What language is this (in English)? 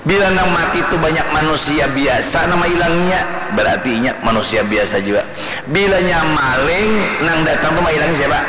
Banjar